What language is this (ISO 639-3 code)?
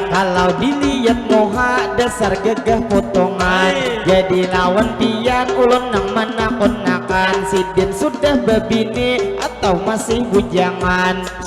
bjn